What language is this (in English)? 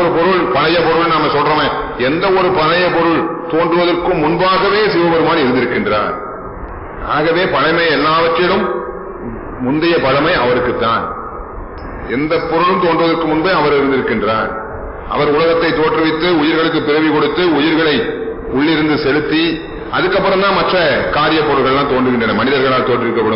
Tamil